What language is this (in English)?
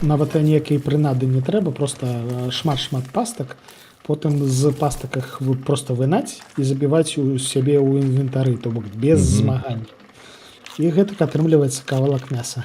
Belarusian